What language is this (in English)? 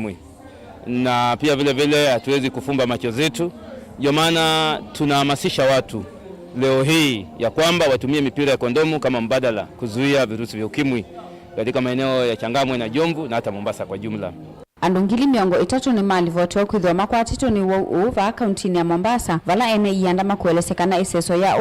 Kamba